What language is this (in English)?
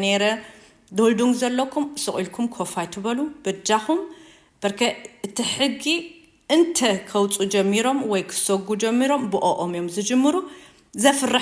Tigrinya